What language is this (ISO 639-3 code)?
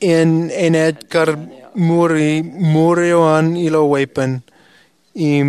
mah